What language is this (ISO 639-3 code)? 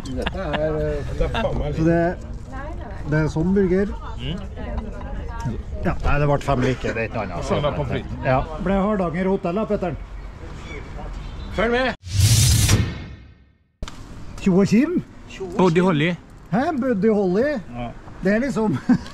nor